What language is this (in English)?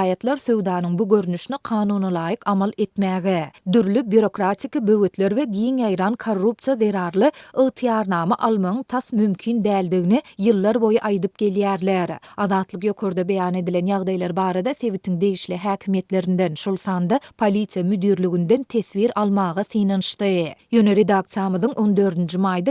Turkmen